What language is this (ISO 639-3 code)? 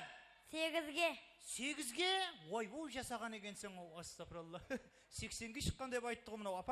kaa